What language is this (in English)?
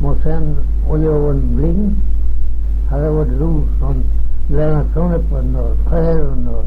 Manx